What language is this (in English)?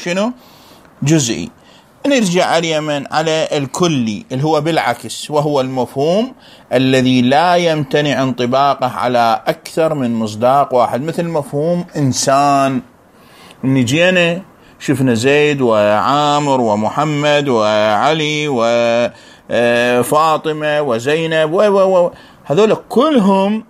Mesopotamian Arabic